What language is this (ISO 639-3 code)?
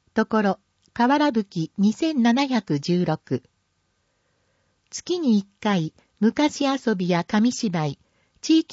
jpn